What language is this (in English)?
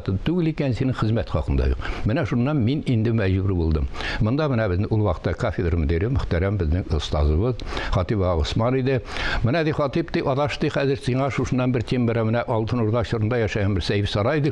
Tatar